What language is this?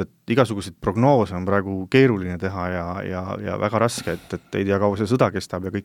Estonian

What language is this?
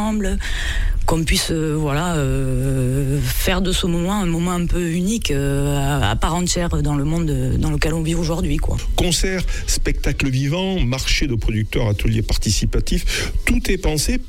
French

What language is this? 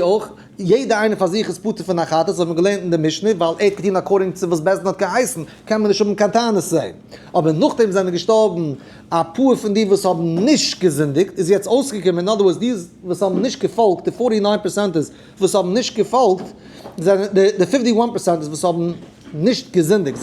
Yiddish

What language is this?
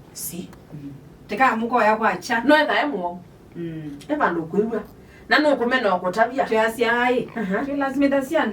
Kamba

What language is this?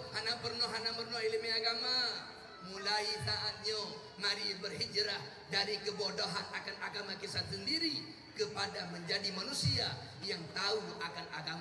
Achinese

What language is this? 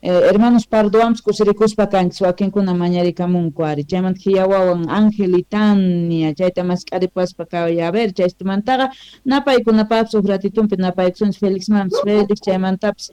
Quechua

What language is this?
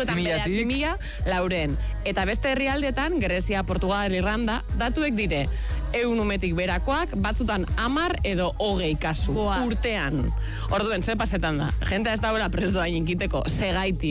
Basque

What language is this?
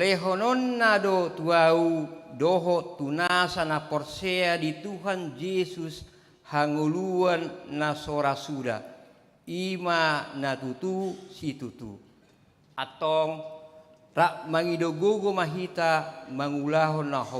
Batak Toba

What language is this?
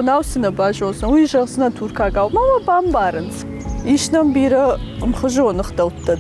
Ossetic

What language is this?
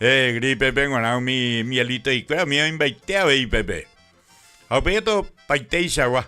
Guarani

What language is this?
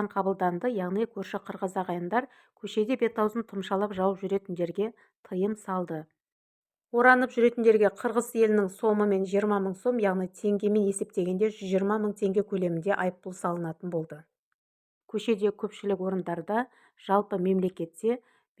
Kazakh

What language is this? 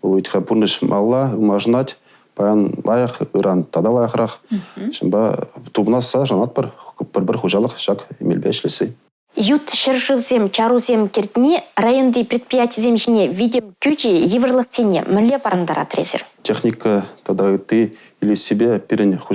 Chuvash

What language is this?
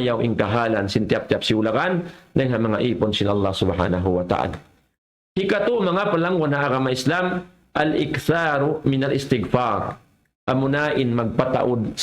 Tausug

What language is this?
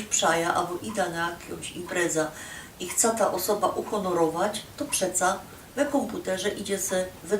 Silesian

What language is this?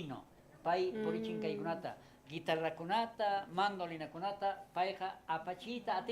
South Bolivian Quechua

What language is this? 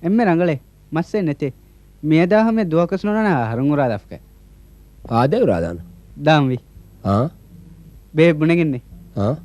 Divehi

